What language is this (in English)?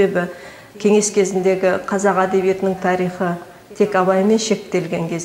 Kazakh